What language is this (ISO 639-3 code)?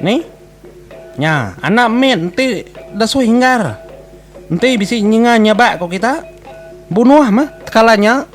iba